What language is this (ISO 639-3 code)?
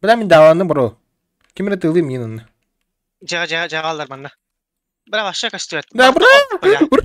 sah